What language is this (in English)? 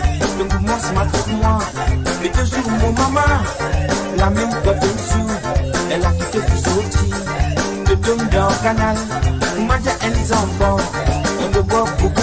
Morisyen